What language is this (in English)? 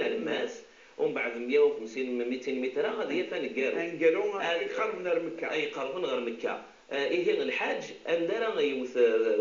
Kabyle